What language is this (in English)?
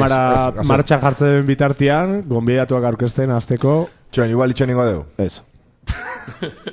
Basque